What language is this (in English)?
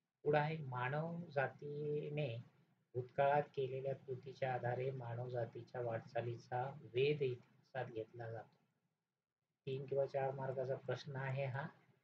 Marathi